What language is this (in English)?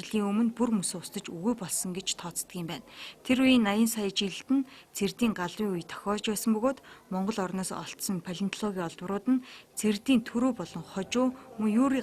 Mongolian